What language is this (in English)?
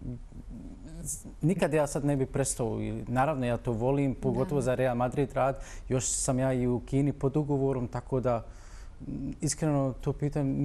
Bosnian